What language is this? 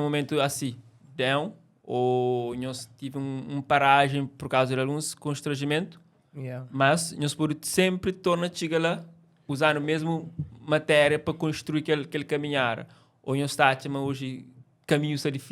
Kabuverdianu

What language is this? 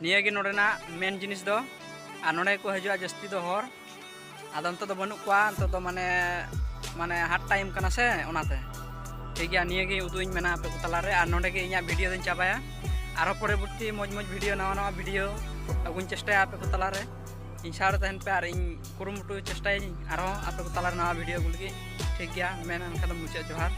Santali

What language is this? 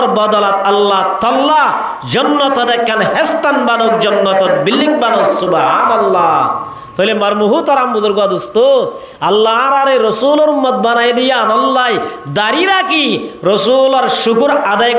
Rohingya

